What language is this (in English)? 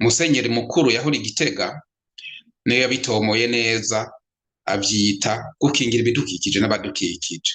Rundi